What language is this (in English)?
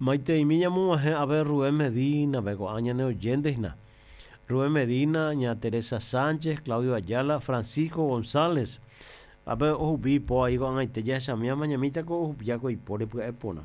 Guarani